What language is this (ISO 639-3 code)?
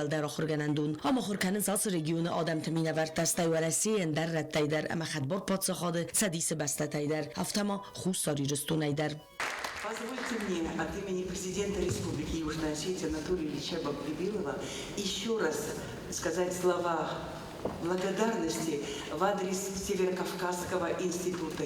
oss